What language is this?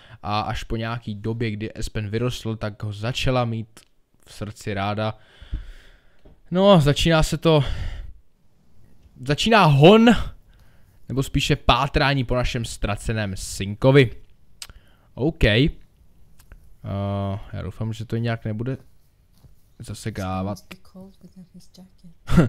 Czech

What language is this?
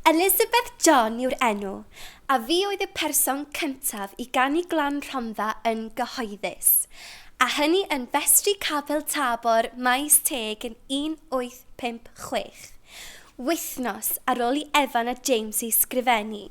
Welsh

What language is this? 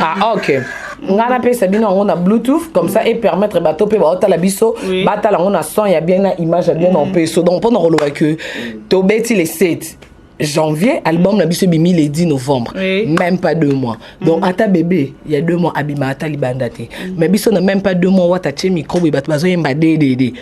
Lingala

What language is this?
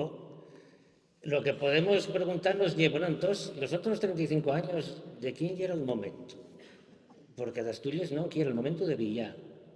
Asturian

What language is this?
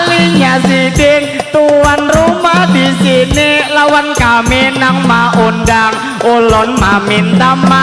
Banjar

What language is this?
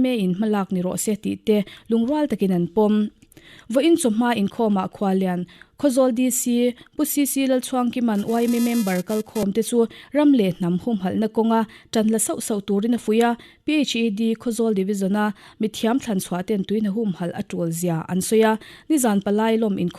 Mizo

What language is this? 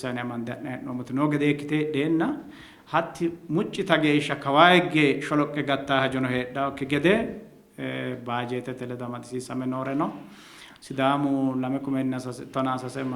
Sidamo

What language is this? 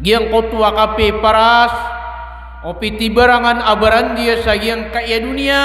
Maranao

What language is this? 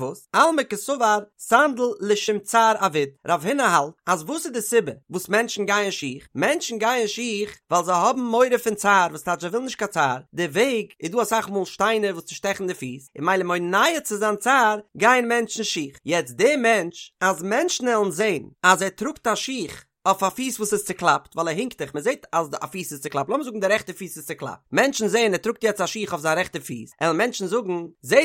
Yiddish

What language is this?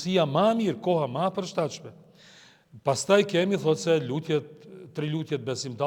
Albanian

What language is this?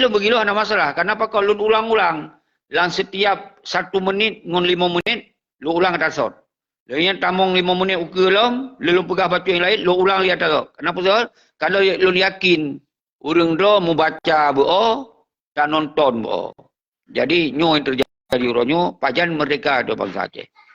Achinese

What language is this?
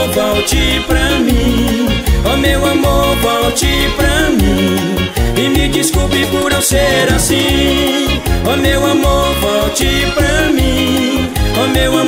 Portuguese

